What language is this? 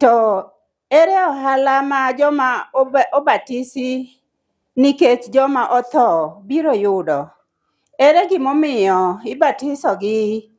Luo (Kenya and Tanzania)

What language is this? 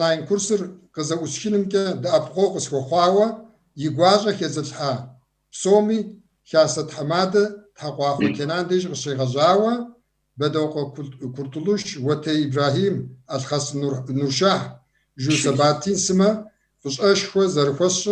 Kabardian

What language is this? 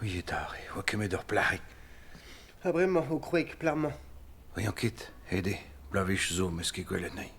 Breton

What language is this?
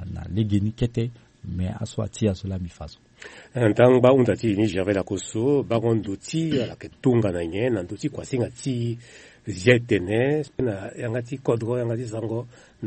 Sango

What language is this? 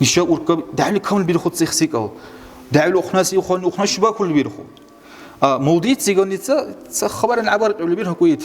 Dargwa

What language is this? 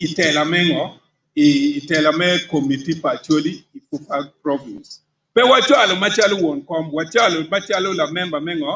Acoli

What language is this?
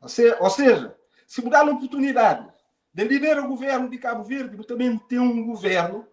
Kabuverdianu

